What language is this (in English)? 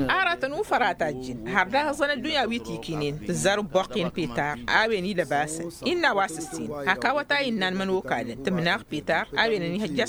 Tamasheq